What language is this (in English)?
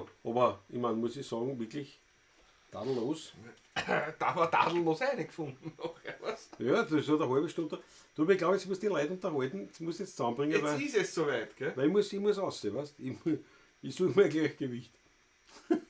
Bavarian